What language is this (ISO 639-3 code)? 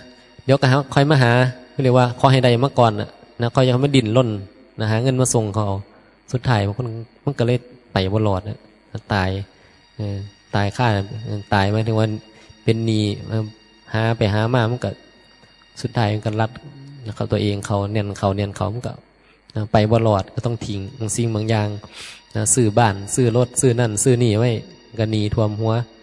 tts